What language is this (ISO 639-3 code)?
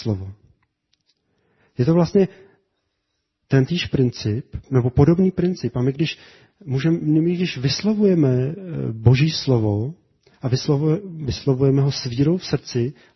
ces